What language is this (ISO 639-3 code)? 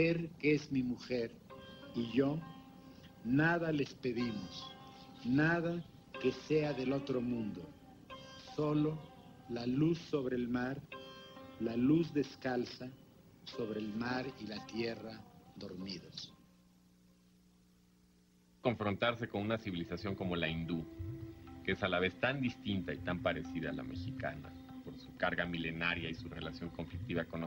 spa